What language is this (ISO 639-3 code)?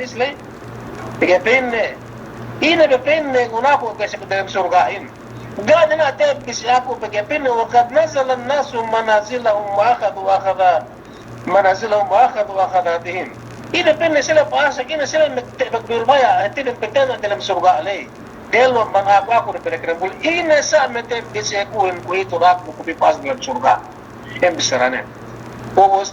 yka